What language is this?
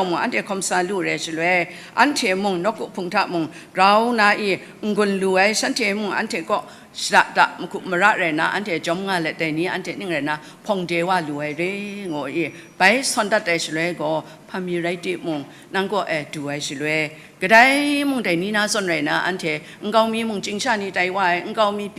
Kachin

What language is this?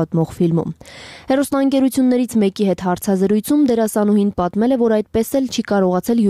Armenian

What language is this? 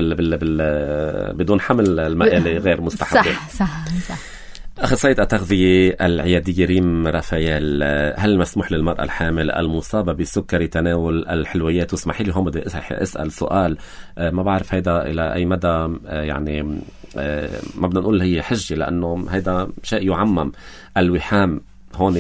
North Levantine Arabic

